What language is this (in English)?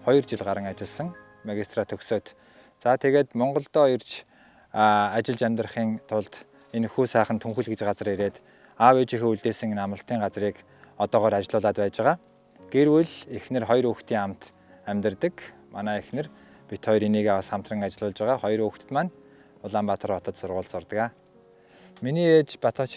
Mongolian